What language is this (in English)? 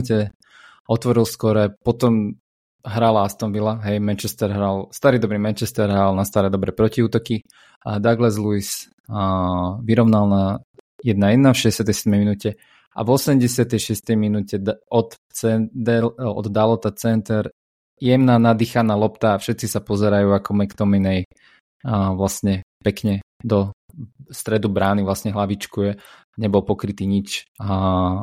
Slovak